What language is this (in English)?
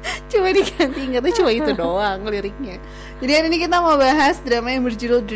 Indonesian